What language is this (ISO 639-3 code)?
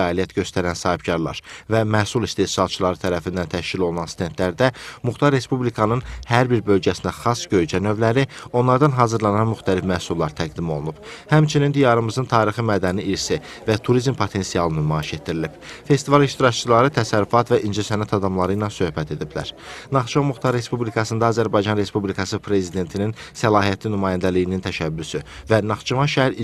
aze